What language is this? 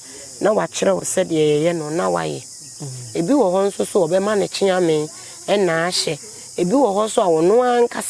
Akan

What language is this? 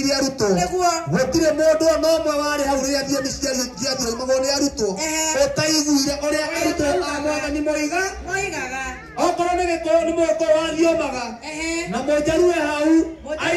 Kikuyu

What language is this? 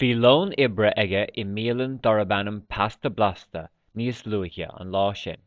Irish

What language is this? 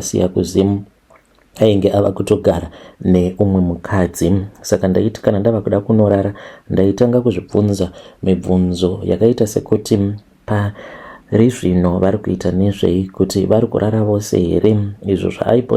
Shona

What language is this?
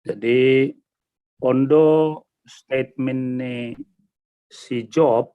Batak Simalungun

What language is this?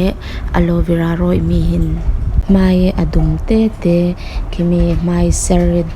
Falam Chin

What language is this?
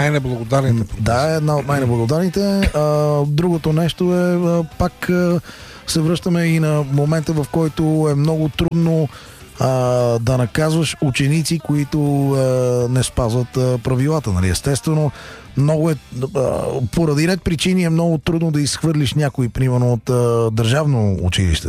Bulgarian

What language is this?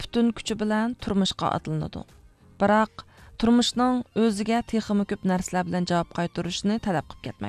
Uyghur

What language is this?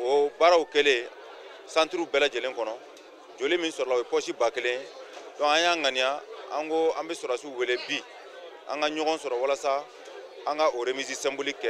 Bambara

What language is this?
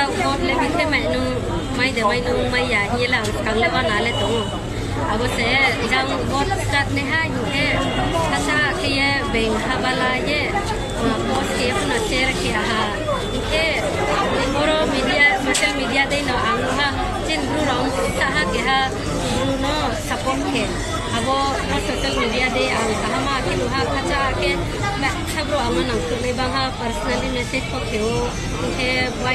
Riang (India)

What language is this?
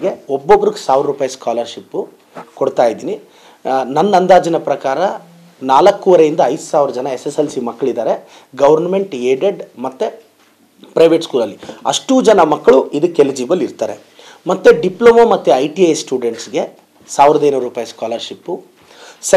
Kannada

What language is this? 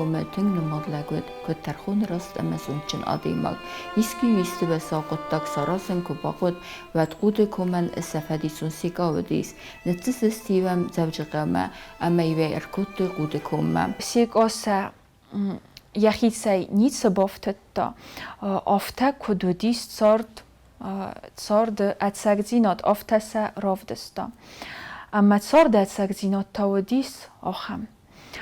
Ossetic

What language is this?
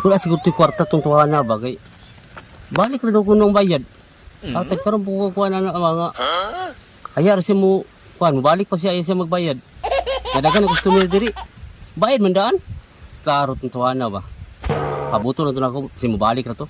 Cebuano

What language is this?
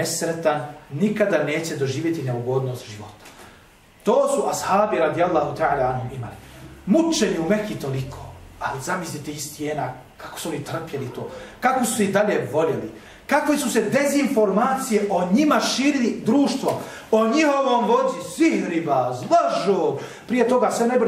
Bosnian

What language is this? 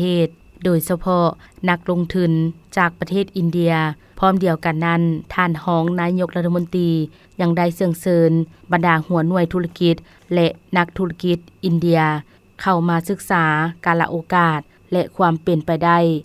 Lao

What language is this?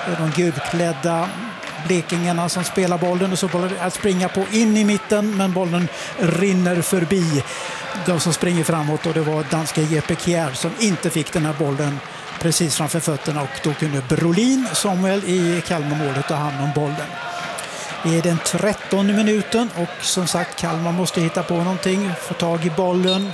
Swedish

